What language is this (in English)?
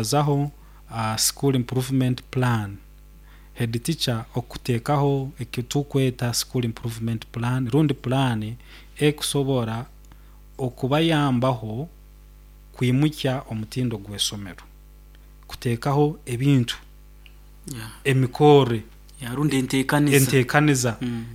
Nyoro